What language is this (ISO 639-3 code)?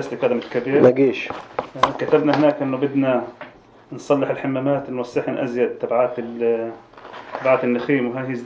apc